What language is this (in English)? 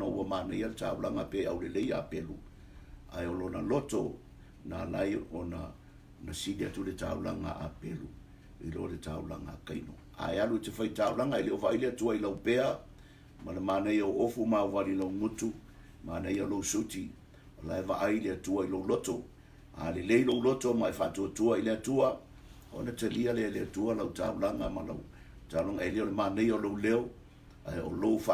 Samoan